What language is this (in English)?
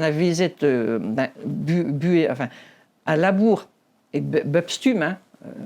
Breton